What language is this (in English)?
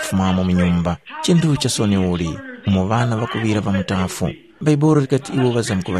Tumbuka